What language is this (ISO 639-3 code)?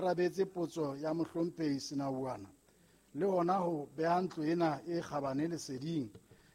sot